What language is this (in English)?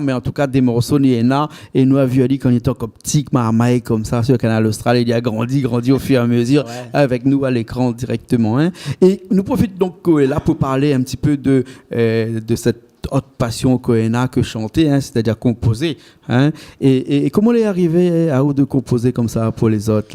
Réunion Creole French